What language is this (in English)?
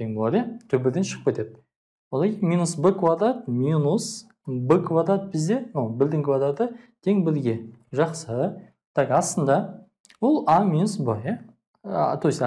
Kazakh